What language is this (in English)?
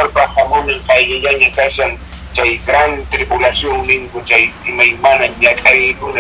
Quechua